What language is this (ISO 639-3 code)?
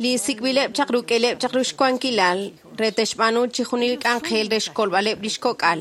kek